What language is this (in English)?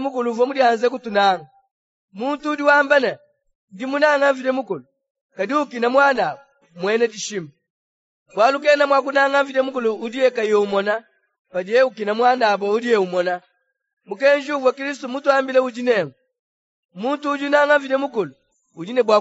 Luba-Lulua